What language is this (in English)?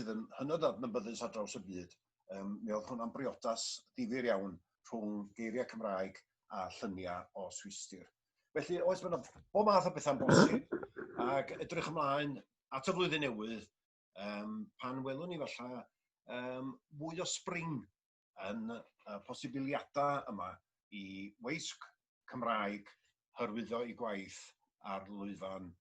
Welsh